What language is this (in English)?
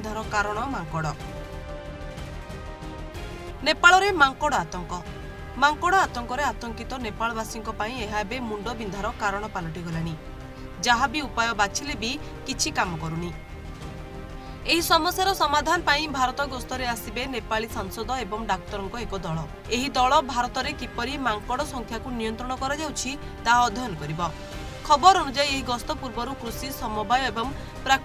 Odia